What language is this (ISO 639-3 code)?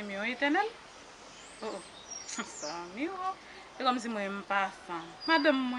hat